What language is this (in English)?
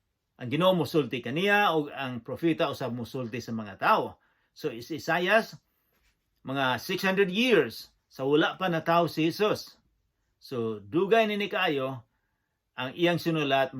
Cebuano